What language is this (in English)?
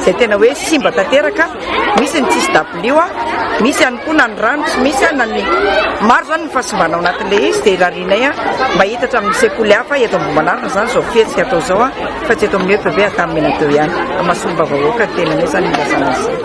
Malagasy